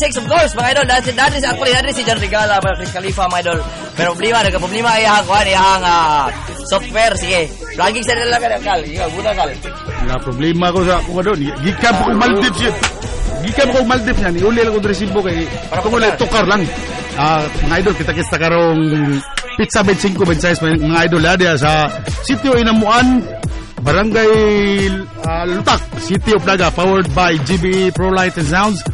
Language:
Cebuano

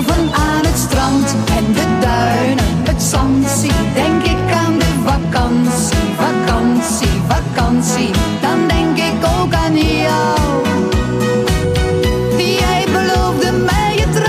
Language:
Dutch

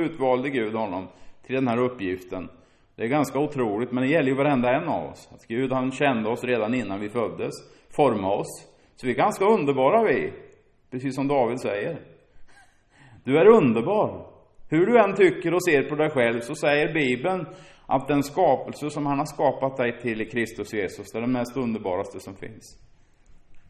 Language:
Swedish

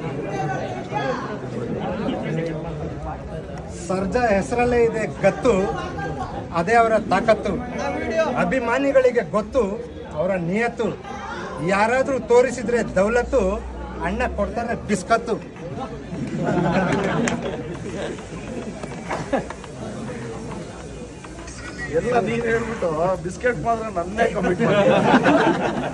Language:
Kannada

